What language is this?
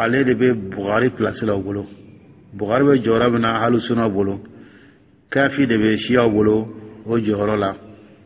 Dyula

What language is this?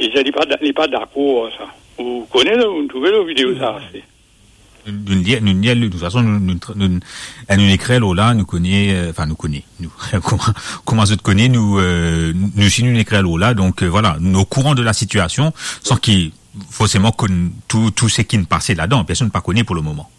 Morisyen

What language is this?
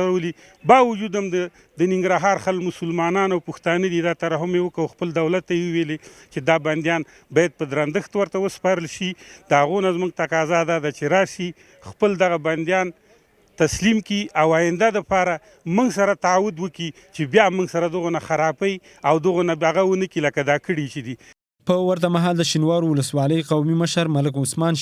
Pashto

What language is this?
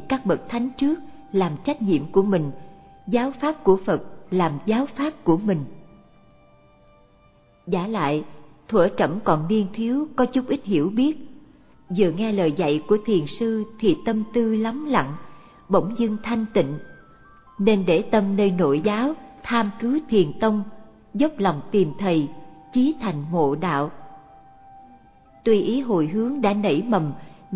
Vietnamese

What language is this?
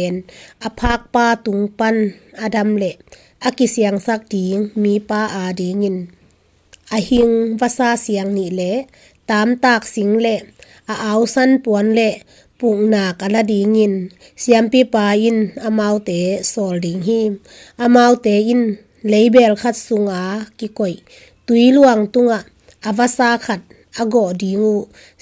Tedim Chin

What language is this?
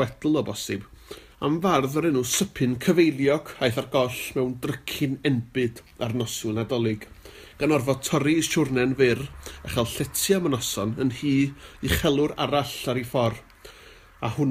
Welsh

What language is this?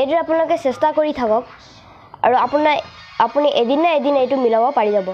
Assamese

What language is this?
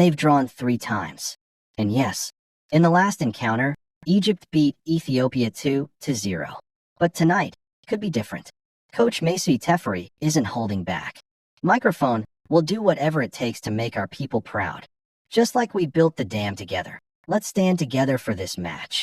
English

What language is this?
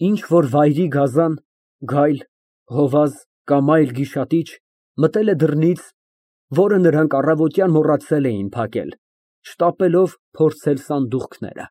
Armenian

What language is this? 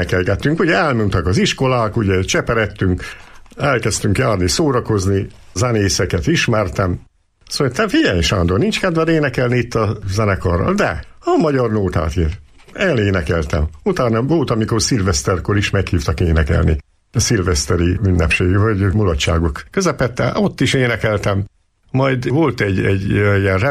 Hungarian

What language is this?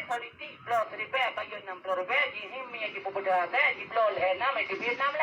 Achinese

